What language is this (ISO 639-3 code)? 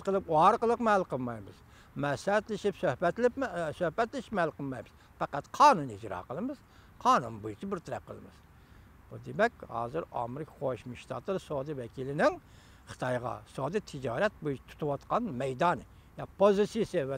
uig